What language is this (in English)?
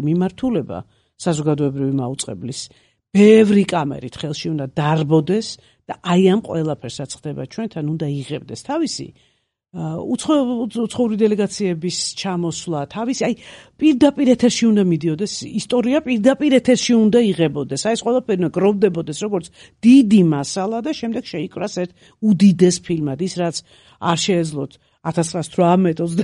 Georgian